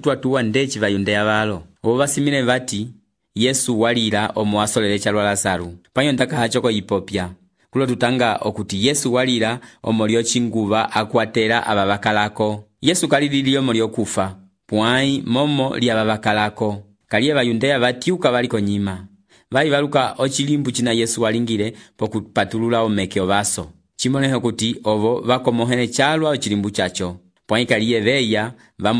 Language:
Umbundu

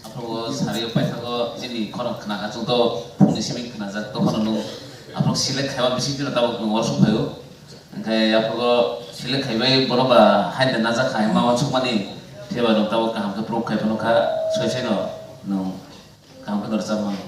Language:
Kok Borok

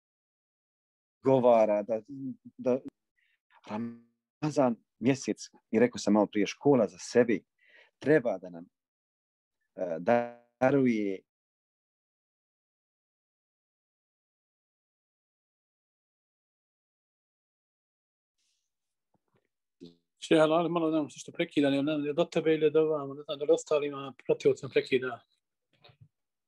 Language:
Bosnian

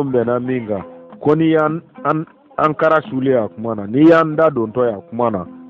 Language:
Bambara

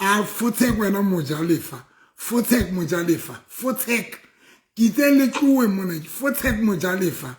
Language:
Southern Sotho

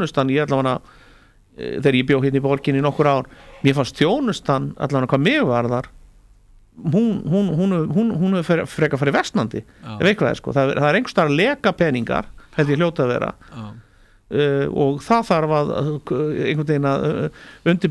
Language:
Icelandic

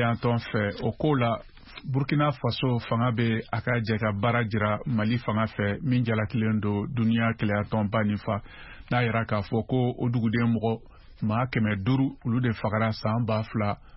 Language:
Bambara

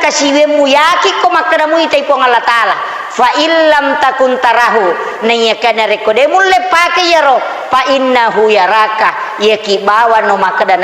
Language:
Buginese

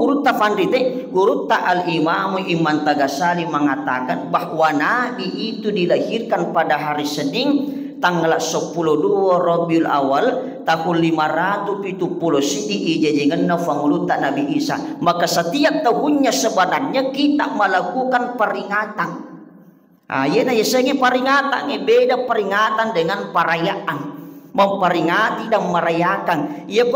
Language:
Buginese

